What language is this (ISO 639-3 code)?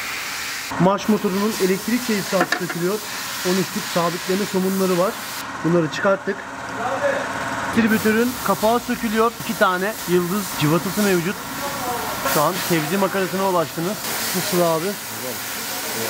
tur